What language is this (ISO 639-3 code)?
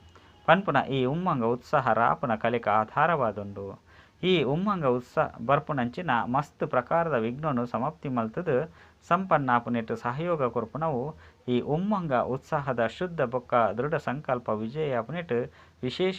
tcy